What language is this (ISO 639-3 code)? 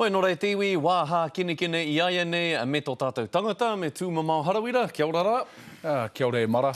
mri